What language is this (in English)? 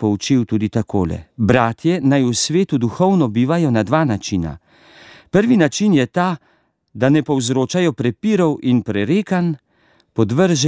Slovenian